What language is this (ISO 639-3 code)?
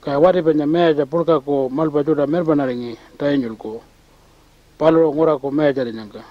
pjt